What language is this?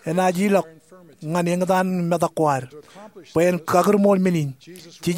Marshallese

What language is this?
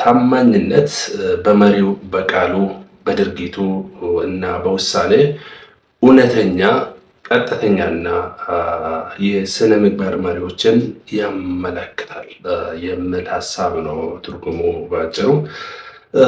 Amharic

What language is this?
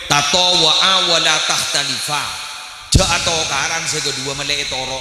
Madurese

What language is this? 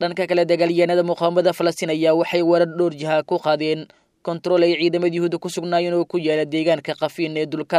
Somali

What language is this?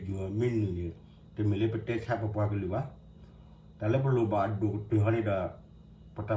S'gaw Karen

